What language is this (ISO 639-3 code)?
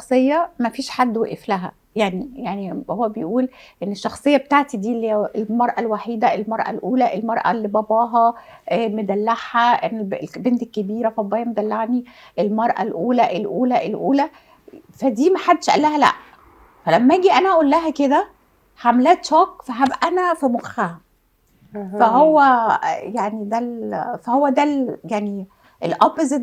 arz